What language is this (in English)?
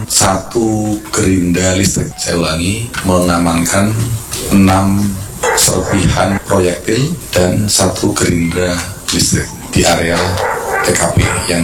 Indonesian